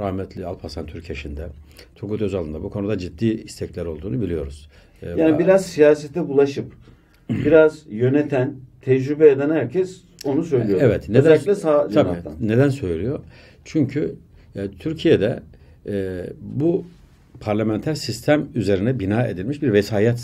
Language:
Turkish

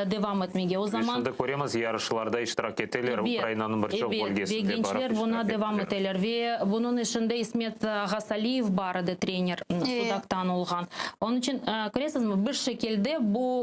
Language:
Crimean Tatar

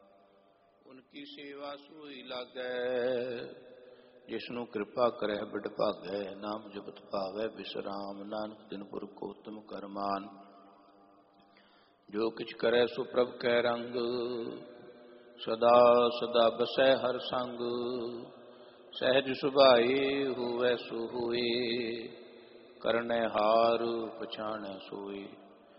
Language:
Punjabi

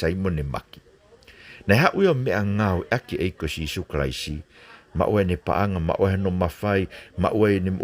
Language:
Tongan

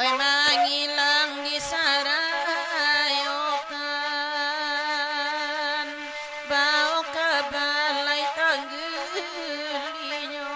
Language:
Minangkabau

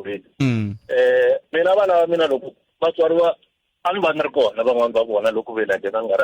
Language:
Tsonga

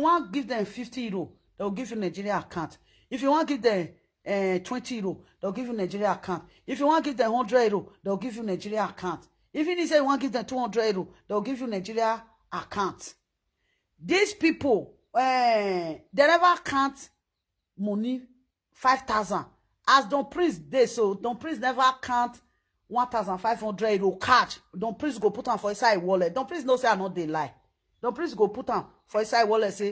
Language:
Nigerian Pidgin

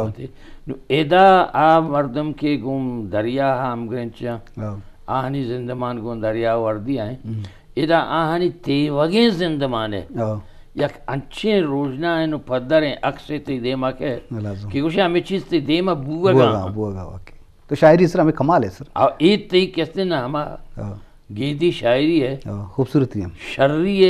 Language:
Eastern Balochi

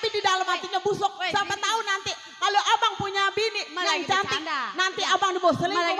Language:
Betawi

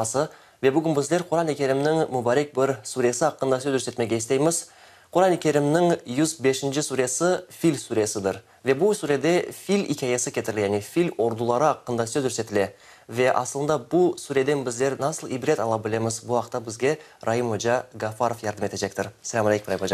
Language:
Crimean Tatar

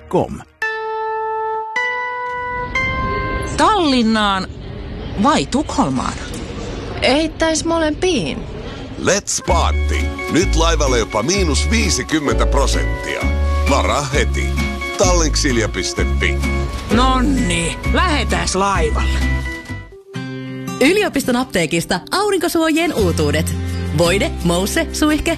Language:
Finnish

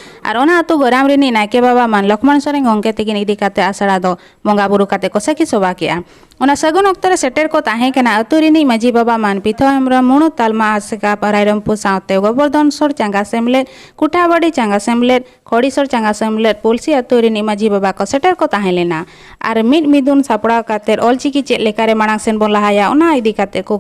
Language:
Santali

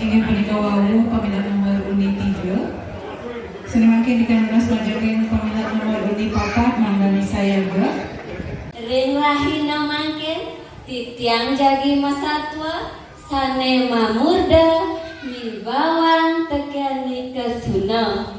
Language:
Balinese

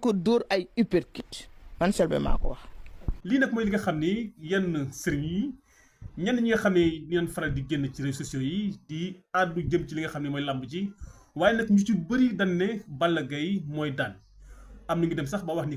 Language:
Wolof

